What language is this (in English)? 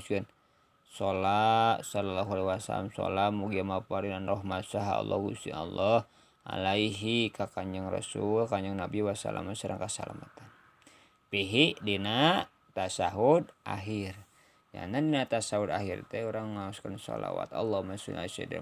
Sundanese